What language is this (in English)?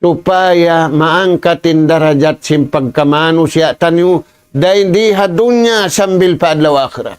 Tausug